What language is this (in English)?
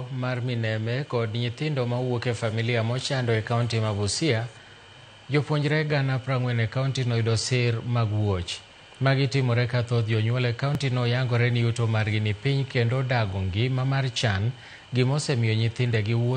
Luo (Kenya and Tanzania)